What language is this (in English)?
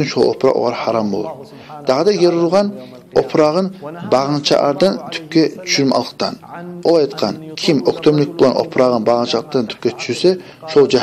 Kumyk